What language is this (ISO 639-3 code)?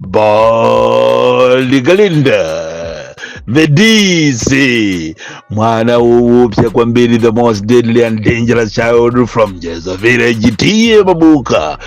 nya